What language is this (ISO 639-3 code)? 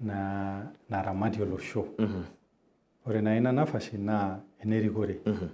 mas